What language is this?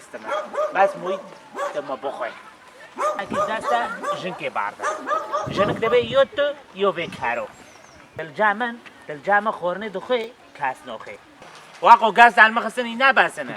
Kurdish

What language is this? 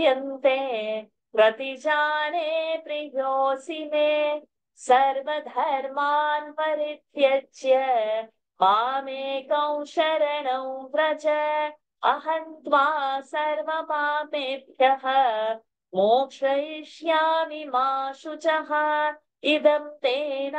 Sanskrit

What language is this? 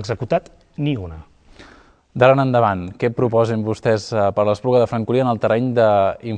Catalan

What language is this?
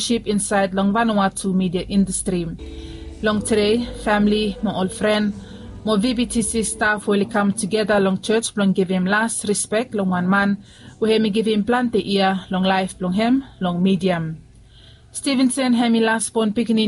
Bislama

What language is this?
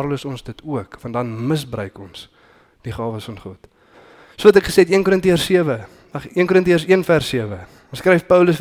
Afrikaans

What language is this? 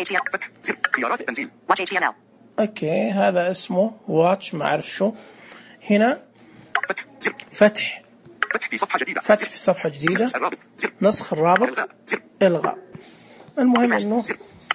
Najdi Arabic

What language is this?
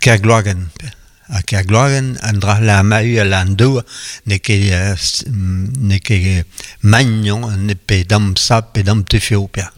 Breton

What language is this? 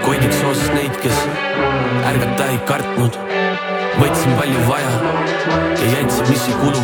Estonian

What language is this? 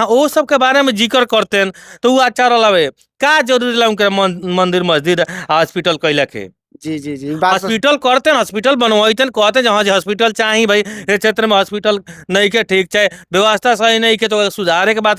Bhojpuri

